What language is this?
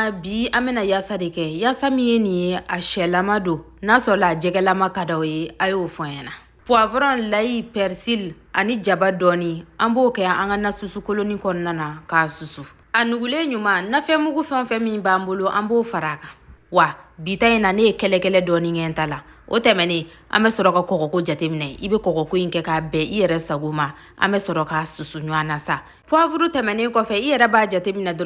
Bambara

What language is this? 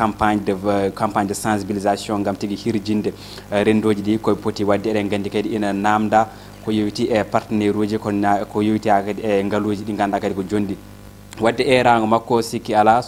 Fula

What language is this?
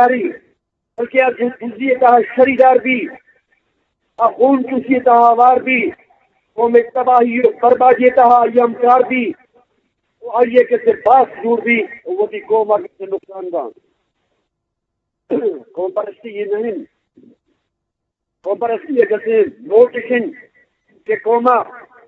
Urdu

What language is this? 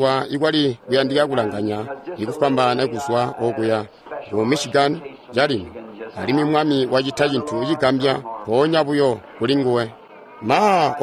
Tonga (Zambia)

